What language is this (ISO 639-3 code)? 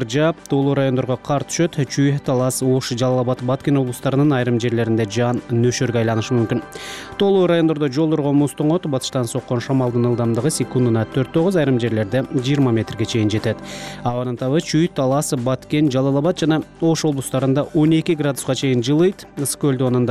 kir